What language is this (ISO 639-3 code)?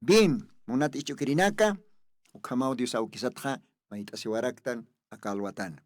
aym